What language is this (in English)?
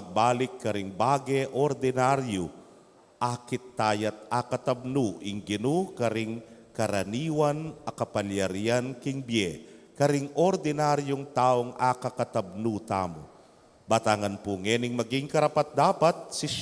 Pampanga